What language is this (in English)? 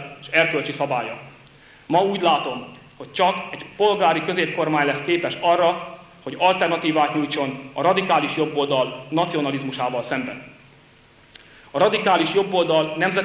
Hungarian